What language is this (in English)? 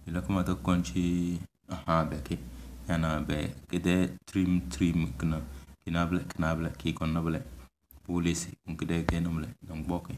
Tem